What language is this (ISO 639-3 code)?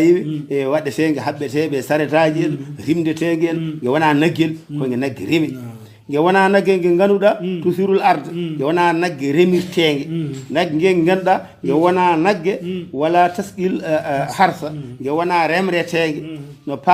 ful